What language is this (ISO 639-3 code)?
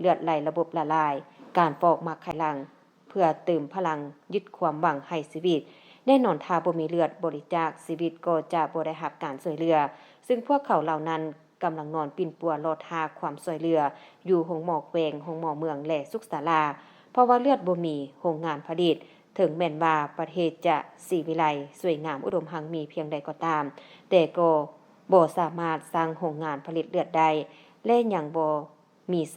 lao